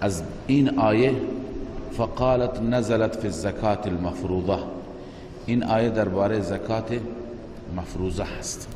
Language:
Persian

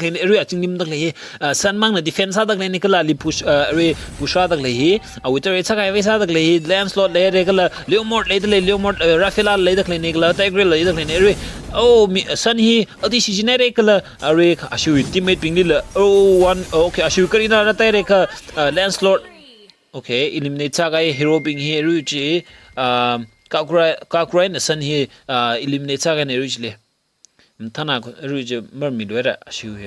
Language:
Tangkhul Naga (India)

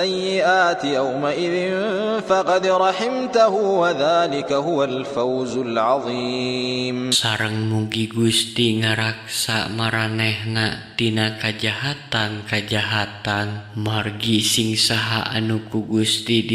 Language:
Sundanese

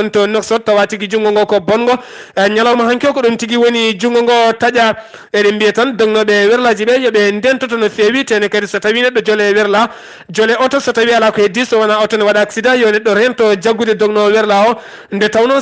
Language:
Fula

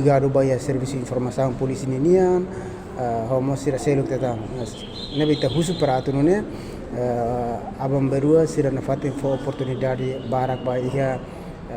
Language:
Tetum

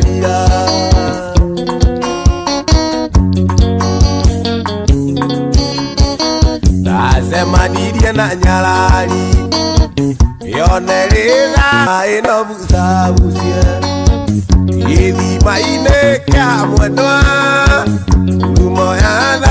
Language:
Kikuyu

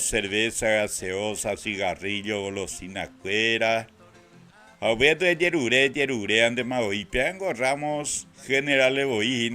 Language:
Guarani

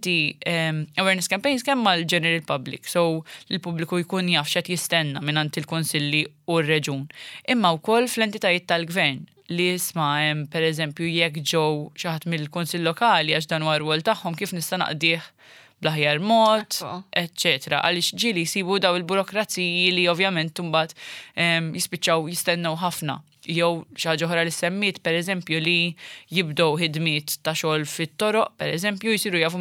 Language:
Maltese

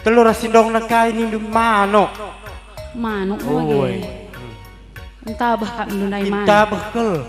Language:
Batak Karo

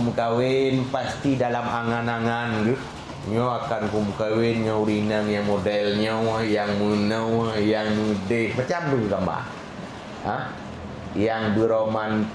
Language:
Achinese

